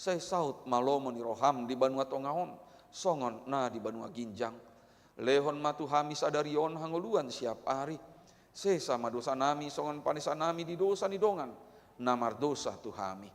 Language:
Batak Toba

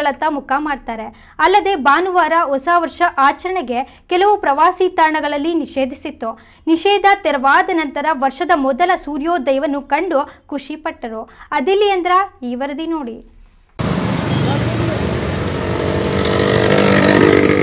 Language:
Kannada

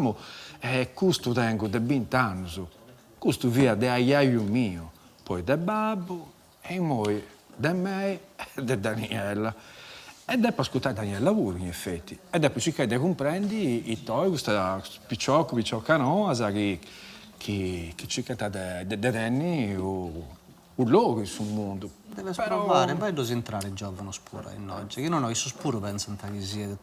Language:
Sardinian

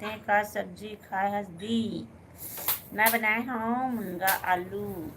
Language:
Chhattisgarhi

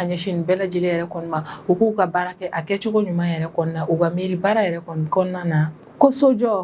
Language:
Bambara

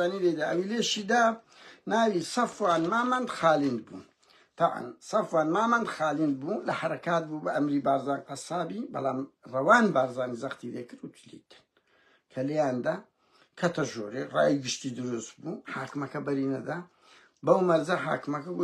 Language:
Central Kurdish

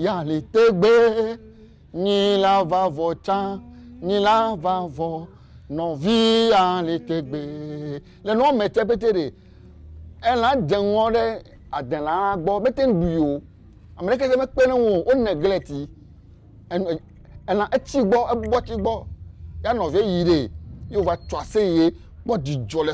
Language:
Ewe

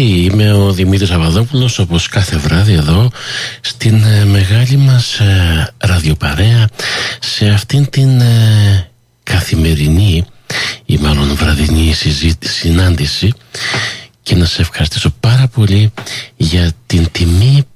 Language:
Greek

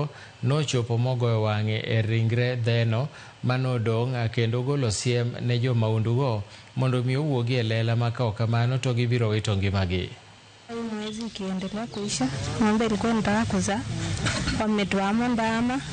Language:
Luo (Kenya and Tanzania)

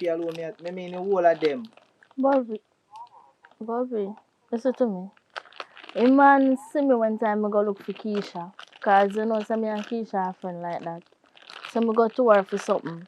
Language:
Jamaican Creole English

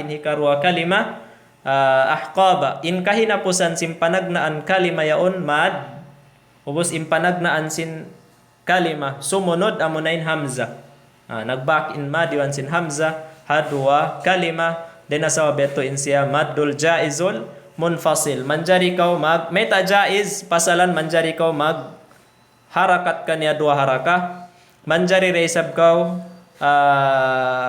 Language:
Tausug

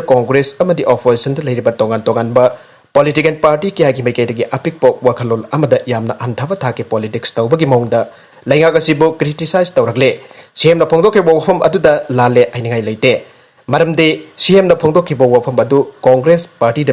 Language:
Manipuri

